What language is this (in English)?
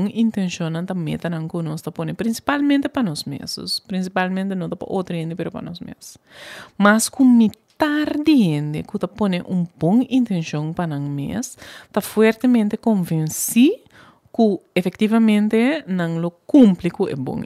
Papiamento